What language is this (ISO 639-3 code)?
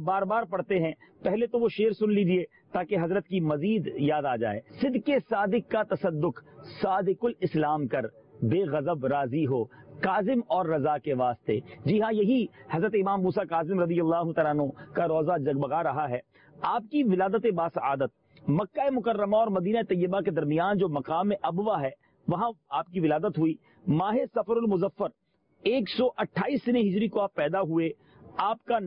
urd